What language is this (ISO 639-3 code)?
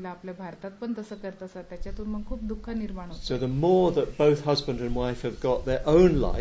mar